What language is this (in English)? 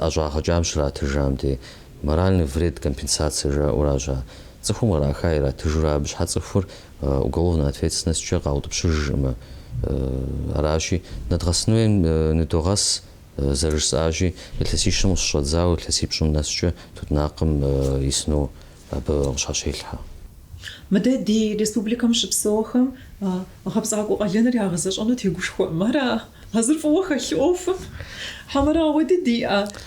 Kabardian